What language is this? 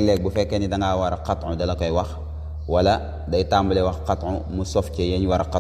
Wolof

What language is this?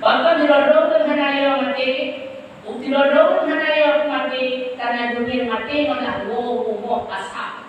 Achinese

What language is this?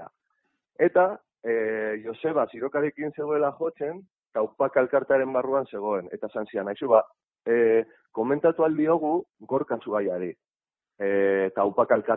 Basque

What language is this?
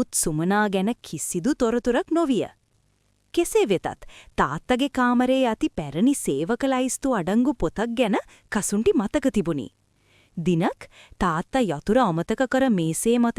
Sinhala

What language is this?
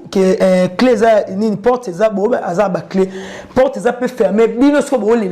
Lingala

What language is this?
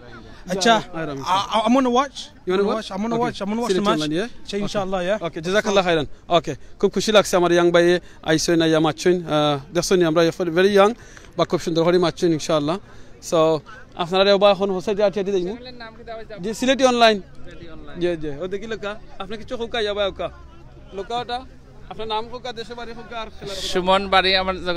Sylheti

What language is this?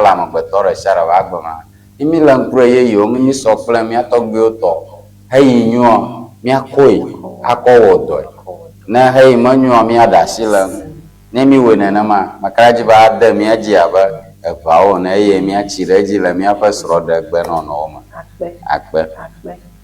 Ewe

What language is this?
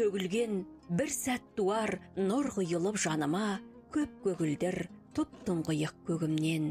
Kazakh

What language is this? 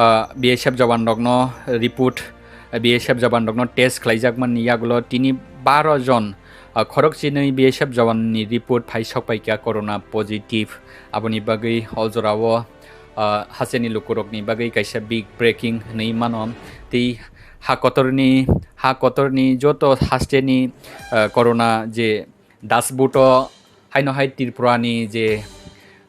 Kok Borok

